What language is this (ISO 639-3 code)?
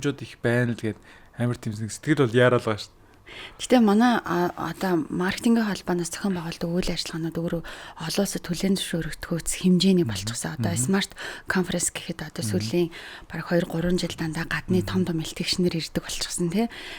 mon